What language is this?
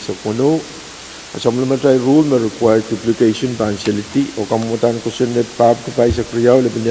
Pohnpeian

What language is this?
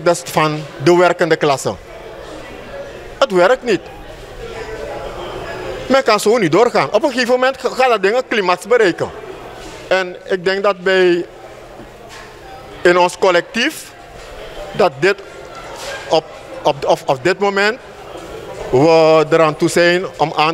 Dutch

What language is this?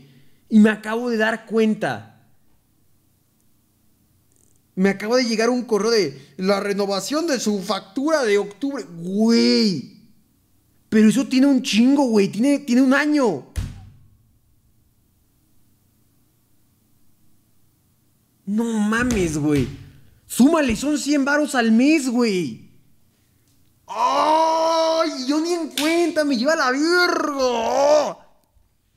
Spanish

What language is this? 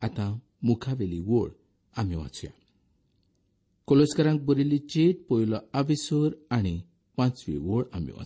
Konkani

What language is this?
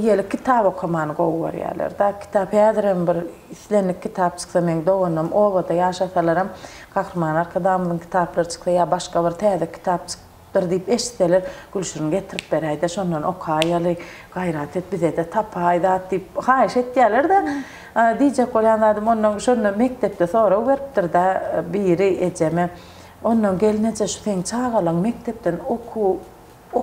Turkmen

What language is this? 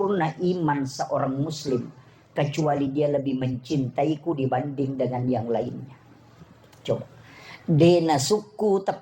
Buginese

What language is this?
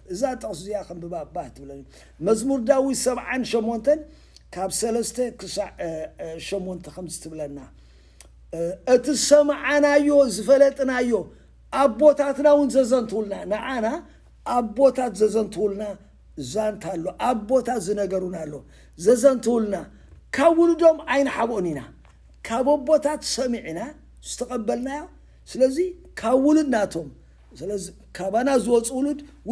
Tigrinya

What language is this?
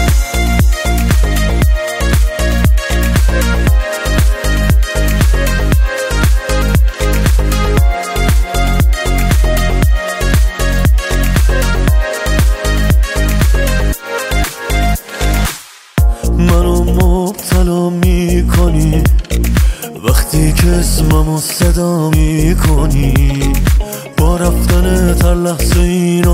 Persian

